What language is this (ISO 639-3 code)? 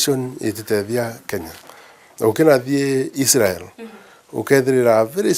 mer